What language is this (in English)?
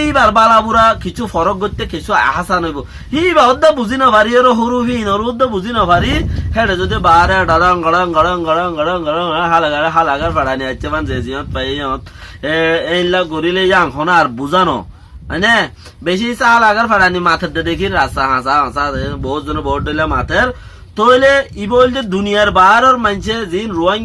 Rohingya